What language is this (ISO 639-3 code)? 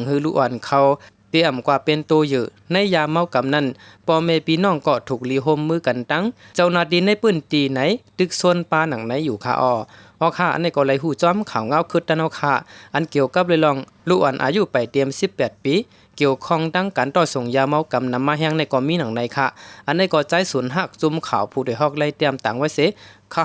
shn